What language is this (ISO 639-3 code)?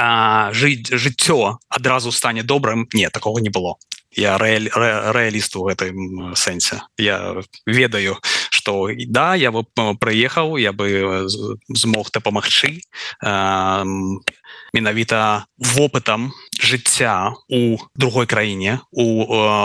bel